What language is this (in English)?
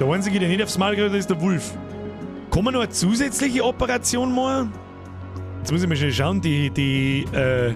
Bavarian